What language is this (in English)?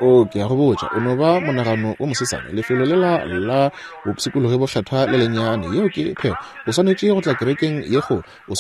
Northern Sotho